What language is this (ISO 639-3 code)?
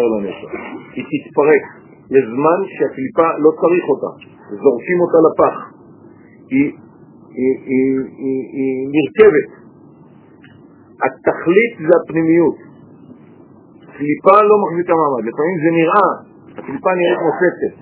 heb